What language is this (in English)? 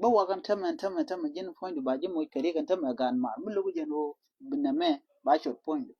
Nuer